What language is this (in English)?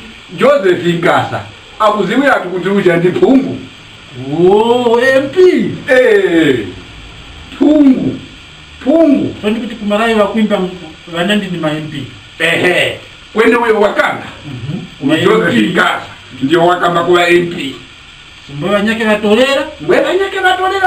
Tumbuka